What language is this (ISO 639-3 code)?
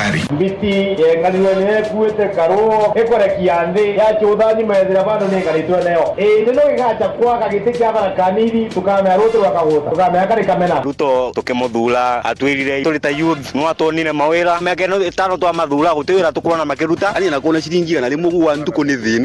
mer